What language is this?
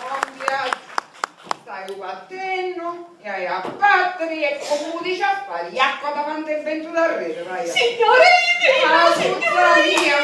Sicilian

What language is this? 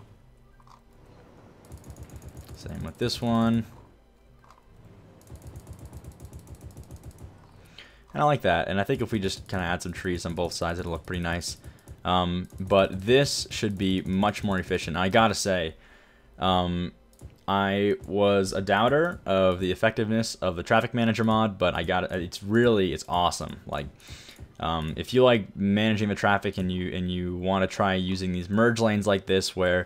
English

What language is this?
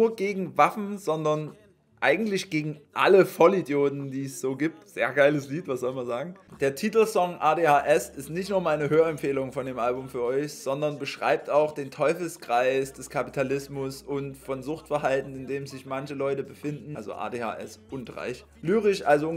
German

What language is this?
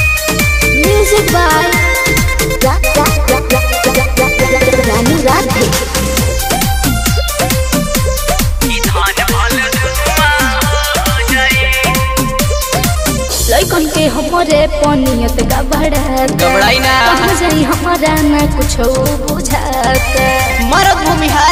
Bhojpuri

